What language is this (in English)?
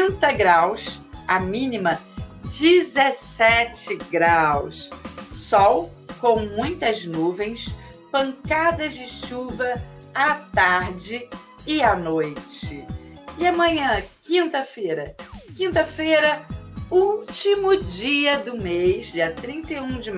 Portuguese